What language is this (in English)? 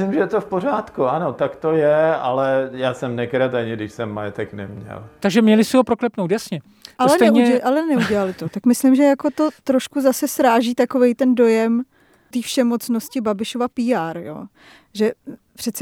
Czech